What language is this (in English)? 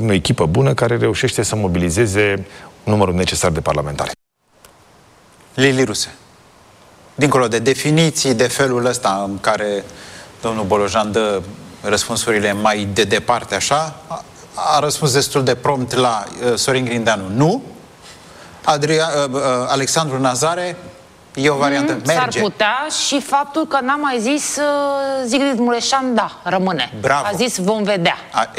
Romanian